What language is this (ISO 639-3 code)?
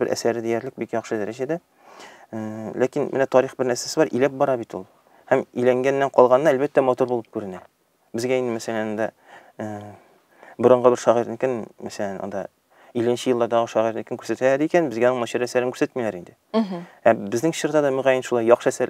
tat